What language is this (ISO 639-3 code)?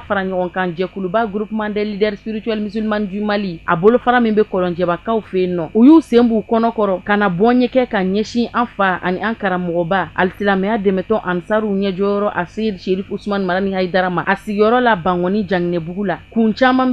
bam